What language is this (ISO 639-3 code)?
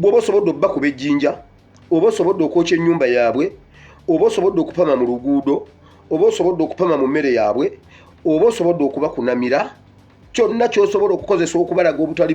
lug